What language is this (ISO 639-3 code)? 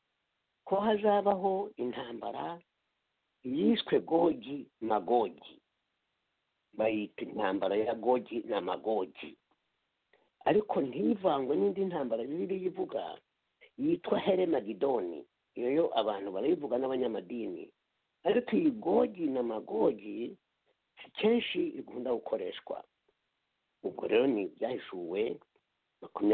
kin